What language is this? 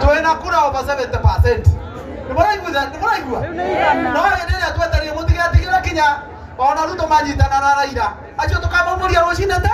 Kikuyu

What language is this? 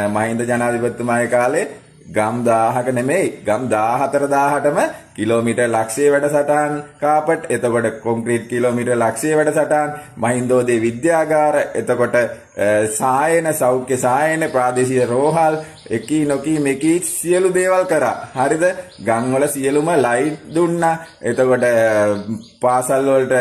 Sinhala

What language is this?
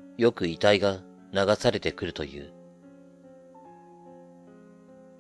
Japanese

